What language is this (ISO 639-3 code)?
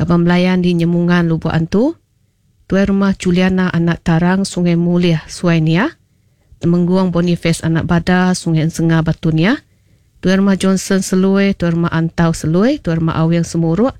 iba